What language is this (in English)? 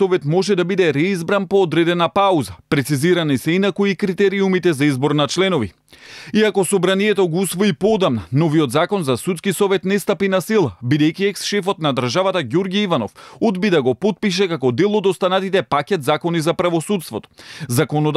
Macedonian